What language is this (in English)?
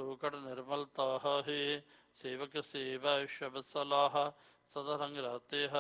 Punjabi